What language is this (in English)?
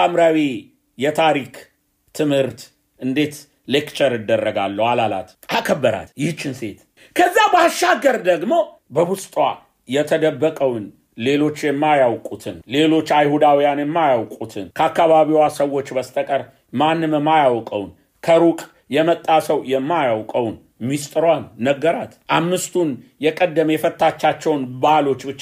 Amharic